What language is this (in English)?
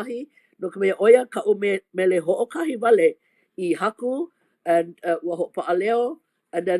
Hawaiian